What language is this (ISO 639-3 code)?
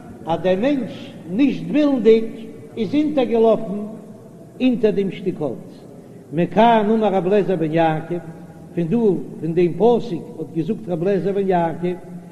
yid